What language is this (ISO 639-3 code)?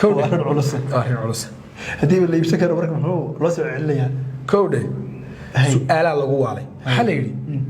som